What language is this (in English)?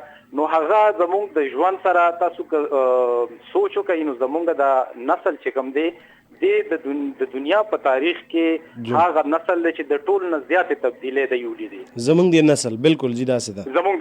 Pashto